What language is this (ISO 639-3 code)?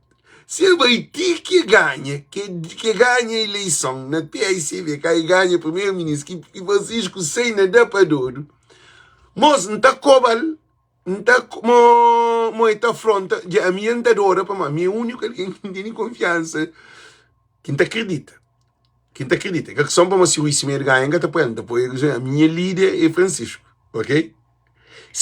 kea